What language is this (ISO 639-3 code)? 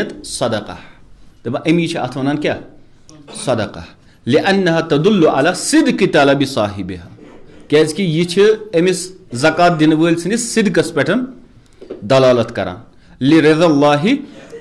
kas